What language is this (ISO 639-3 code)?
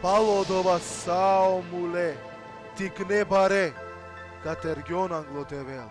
rmn